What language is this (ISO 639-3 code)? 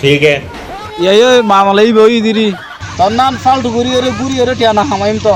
rhg